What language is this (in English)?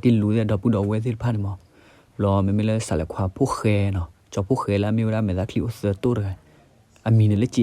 S'gaw Karen